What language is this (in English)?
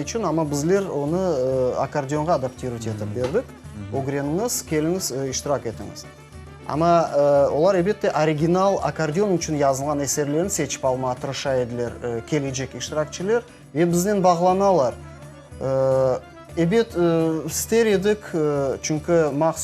Crimean Tatar